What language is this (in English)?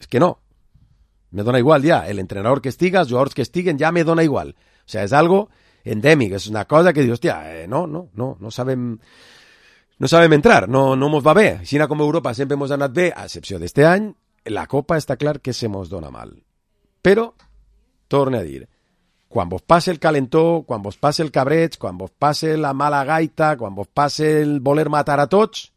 Catalan